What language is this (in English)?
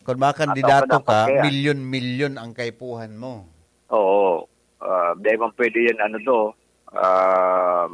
Bikol